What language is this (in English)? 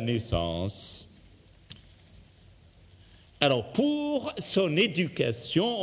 French